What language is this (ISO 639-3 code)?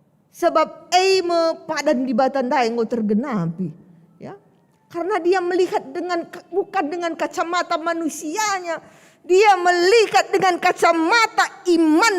btx